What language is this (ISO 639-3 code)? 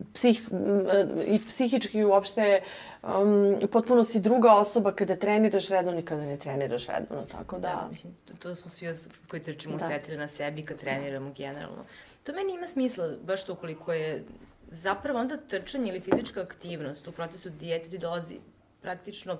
srp